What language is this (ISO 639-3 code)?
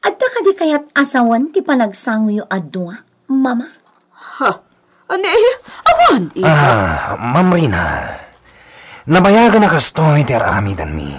ilo